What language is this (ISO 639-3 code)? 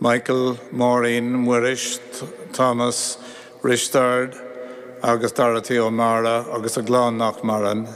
gle